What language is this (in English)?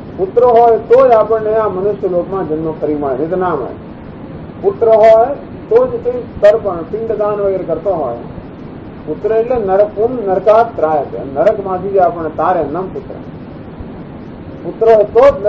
Gujarati